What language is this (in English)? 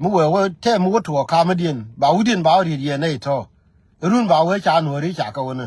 Nuer